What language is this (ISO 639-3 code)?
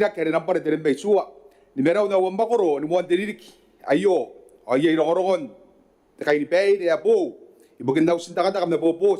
gil